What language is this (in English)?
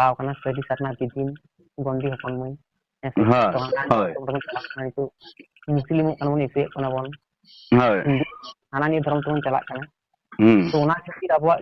Santali